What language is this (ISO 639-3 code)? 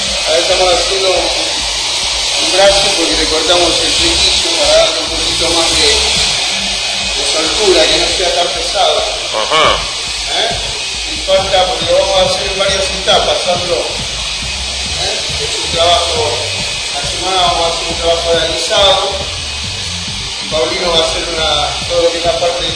spa